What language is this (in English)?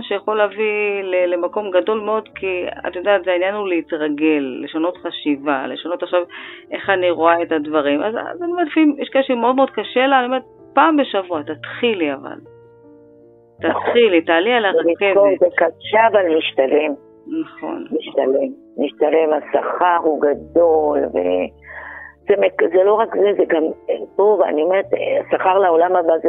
Hebrew